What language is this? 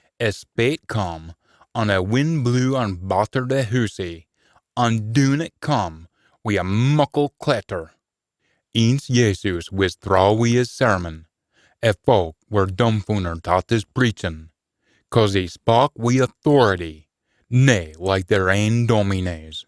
Scots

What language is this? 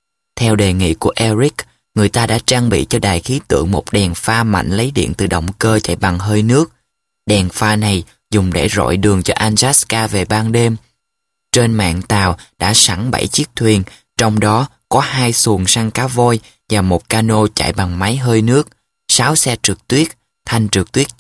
Vietnamese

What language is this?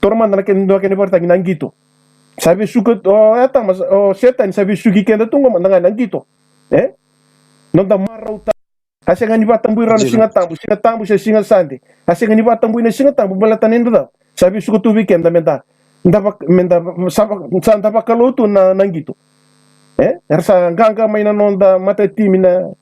Fijian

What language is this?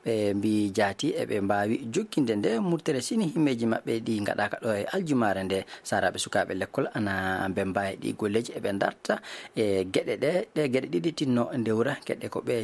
Fula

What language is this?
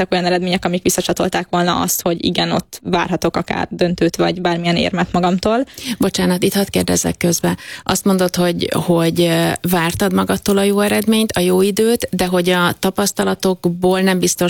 Hungarian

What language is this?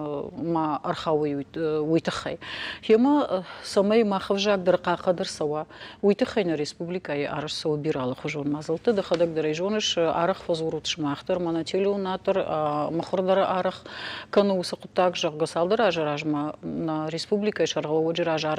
Ossetic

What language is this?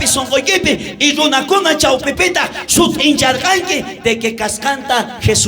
South Bolivian Quechua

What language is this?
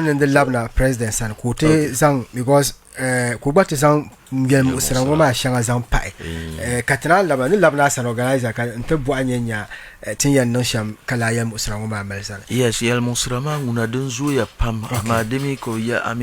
Dagbani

